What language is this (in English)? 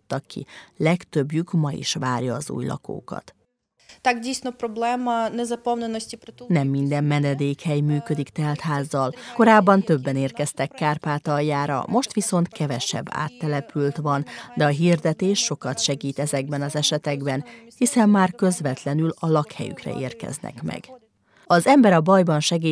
Hungarian